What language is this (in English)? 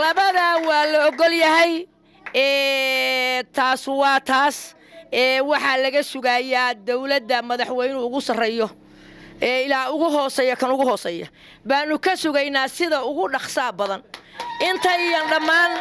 Somali